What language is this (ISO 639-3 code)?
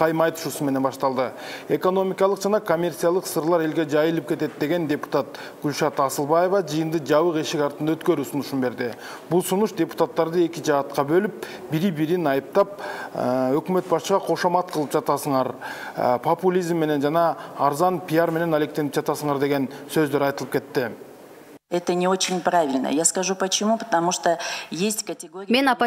kir